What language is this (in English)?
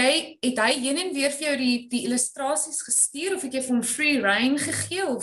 Afrikaans